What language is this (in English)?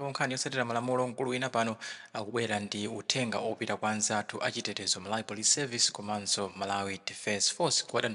Nyanja